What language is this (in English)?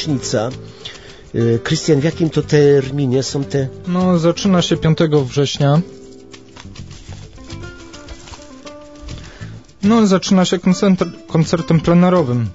Polish